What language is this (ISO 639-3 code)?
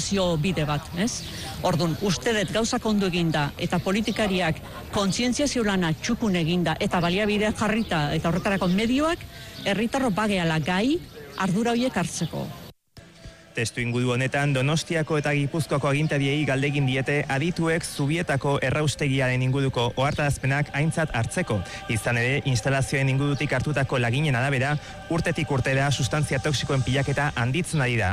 eus